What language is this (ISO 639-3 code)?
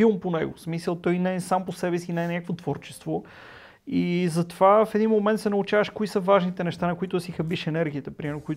bul